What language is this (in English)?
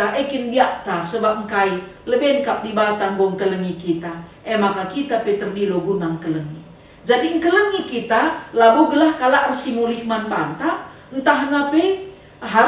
Batak Karo